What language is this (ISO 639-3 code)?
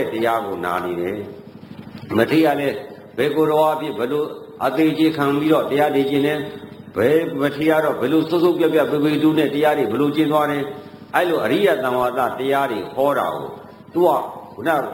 mya